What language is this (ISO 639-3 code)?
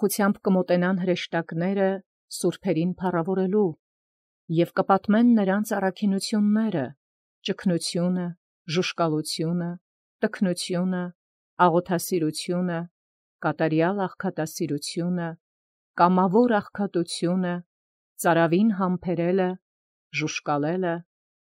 hye